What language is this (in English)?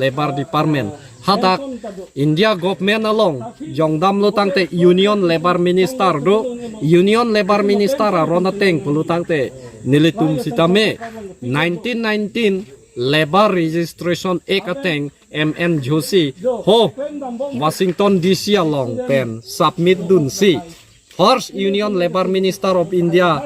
Karbi